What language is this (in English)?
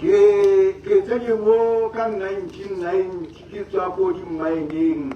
Tswana